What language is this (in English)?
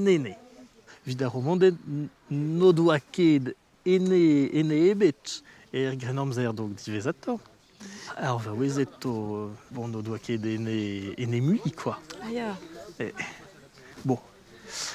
Breton